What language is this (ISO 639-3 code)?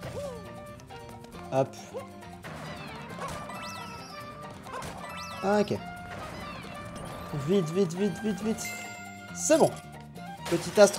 fra